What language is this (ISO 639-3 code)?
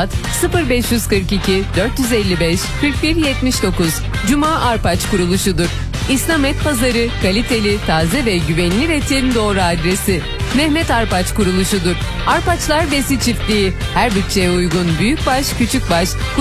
tur